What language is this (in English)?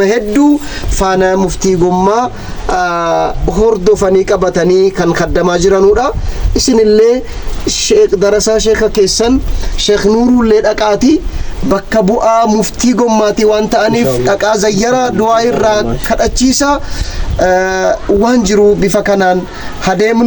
Oromo